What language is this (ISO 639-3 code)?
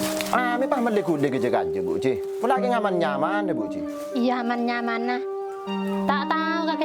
mad